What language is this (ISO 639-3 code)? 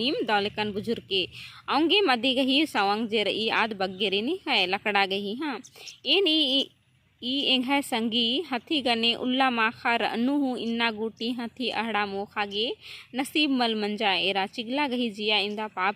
kru